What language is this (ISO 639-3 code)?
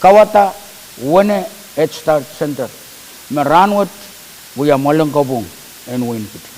pon